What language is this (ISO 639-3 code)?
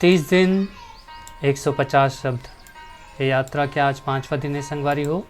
hne